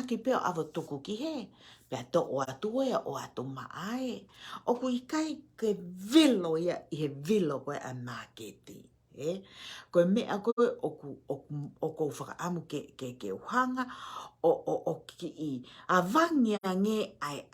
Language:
Tongan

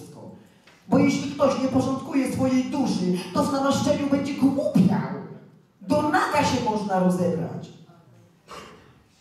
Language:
Polish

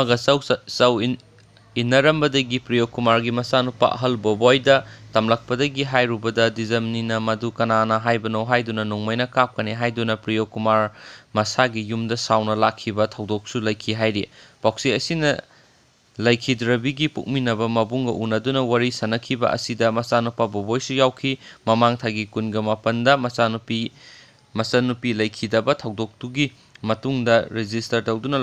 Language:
Manipuri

